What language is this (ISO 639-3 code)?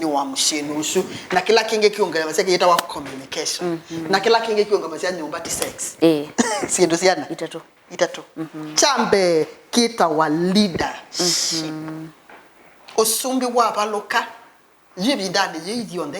kam